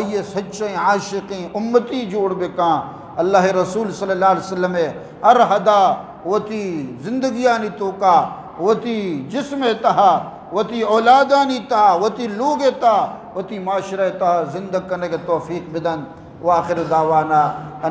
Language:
Eastern Balochi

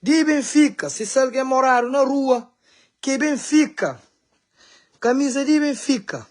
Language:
Kabuverdianu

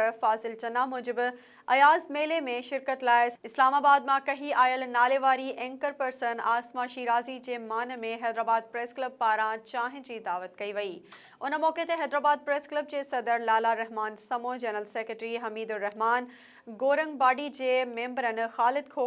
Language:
Sindhi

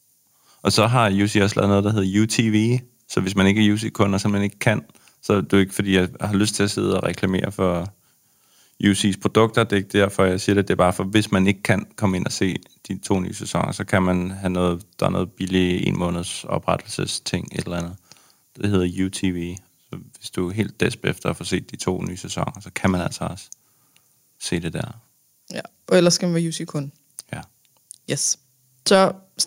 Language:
Danish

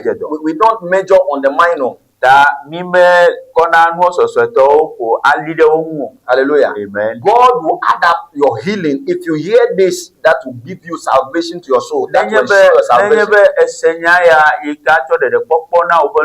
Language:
Ewe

